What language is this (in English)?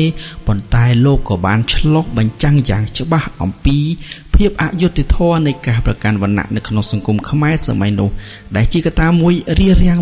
Khmer